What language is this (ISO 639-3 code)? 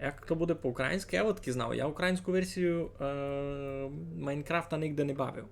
rue